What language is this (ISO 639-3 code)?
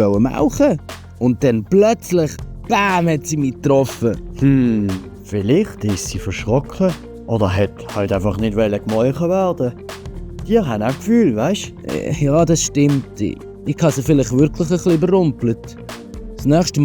gsw